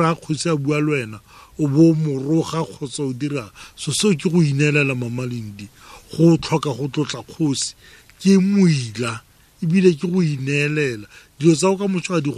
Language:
Tswana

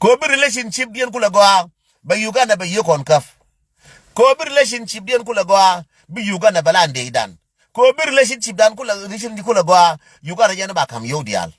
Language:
Nuer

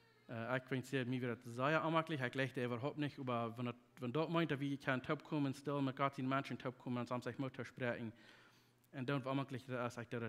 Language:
Plautdietsch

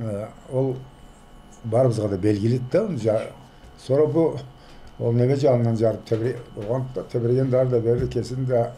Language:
Karachay-Balkar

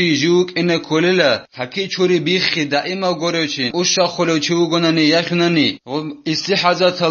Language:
Avaric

